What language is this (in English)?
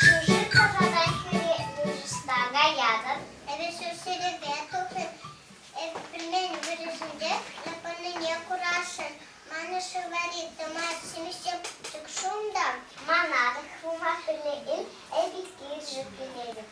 Chuvash